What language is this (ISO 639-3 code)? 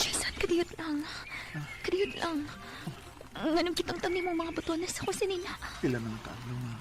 ceb